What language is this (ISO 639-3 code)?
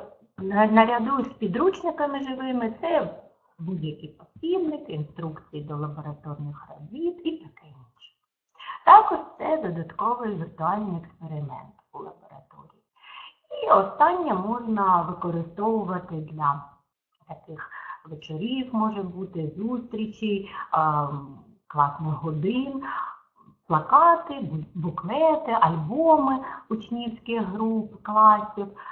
ukr